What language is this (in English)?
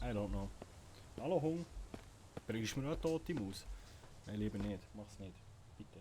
Swiss German